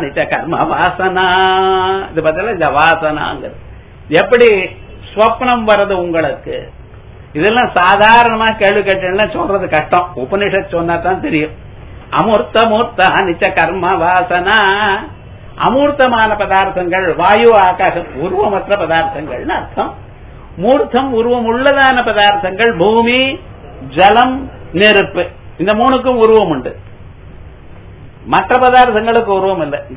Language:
Tamil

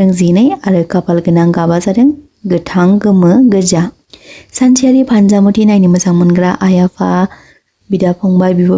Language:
Bodo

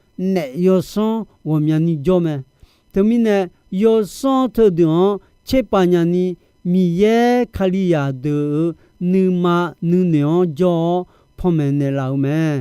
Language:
Akha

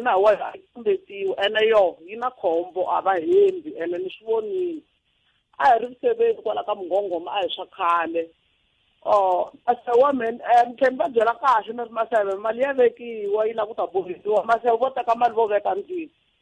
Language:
Tsonga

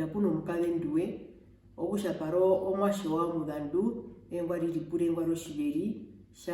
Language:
Herero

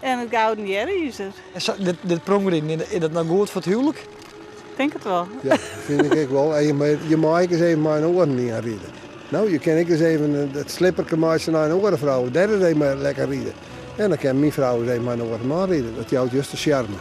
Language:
Western Frisian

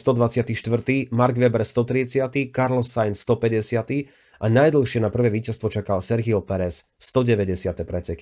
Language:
Slovak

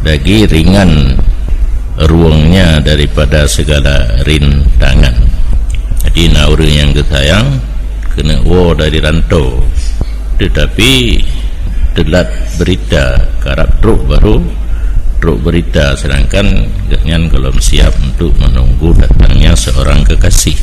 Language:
Achinese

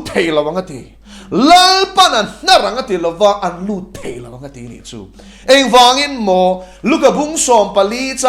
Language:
Mizo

